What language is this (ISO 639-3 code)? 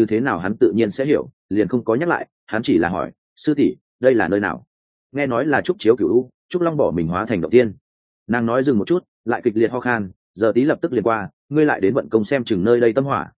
vie